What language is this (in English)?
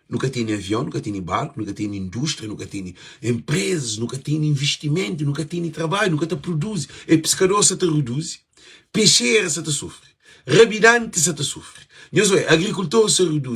Kabuverdianu